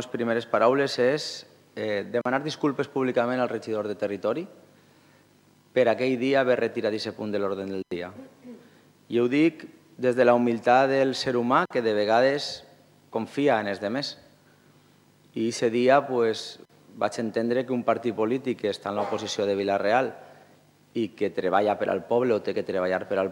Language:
Catalan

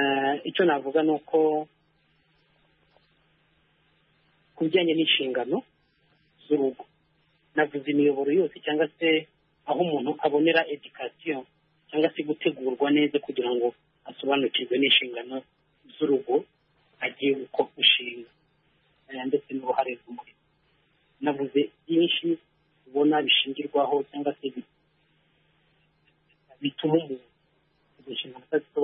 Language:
Kinyarwanda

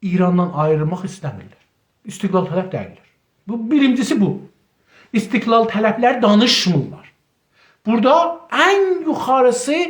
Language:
South Azerbaijani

